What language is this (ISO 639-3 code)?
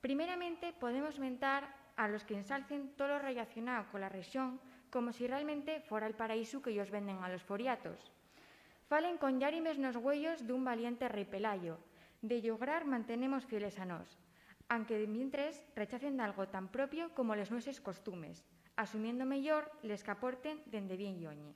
ast